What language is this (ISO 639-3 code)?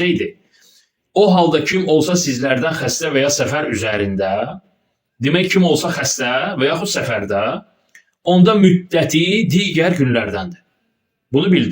aze